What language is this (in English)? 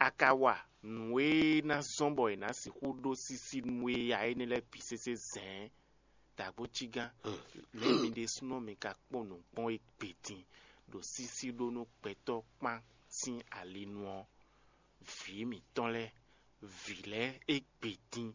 Fon